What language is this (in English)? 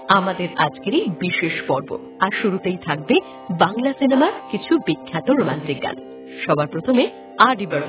Bangla